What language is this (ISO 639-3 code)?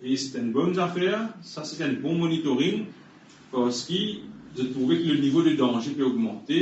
mfe